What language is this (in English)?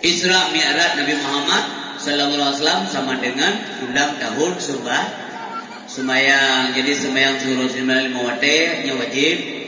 Achinese